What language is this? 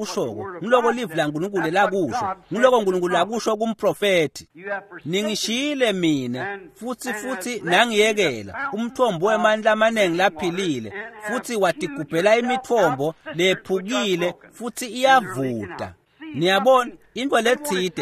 Swati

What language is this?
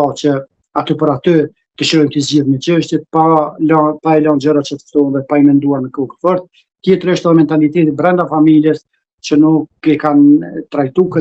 Albanian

